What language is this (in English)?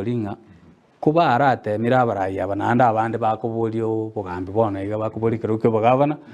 Gusii